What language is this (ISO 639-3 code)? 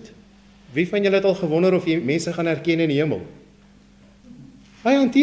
afr